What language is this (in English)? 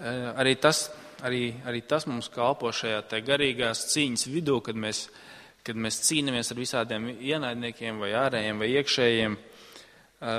Latvian